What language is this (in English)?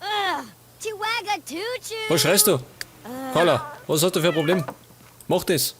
Bavarian